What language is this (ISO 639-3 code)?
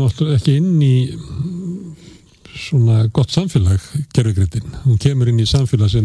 isl